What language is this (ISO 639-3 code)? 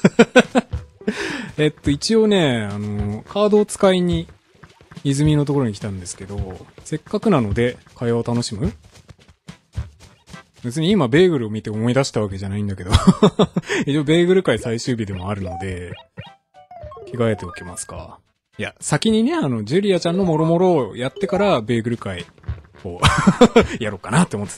jpn